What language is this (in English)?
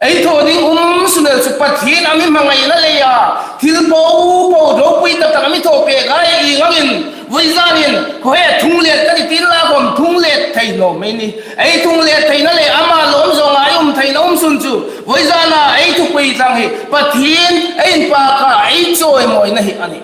Hmar